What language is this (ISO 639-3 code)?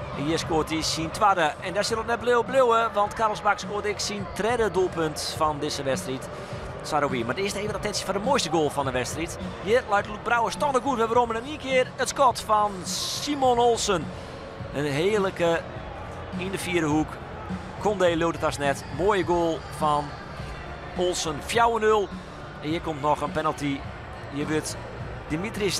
fry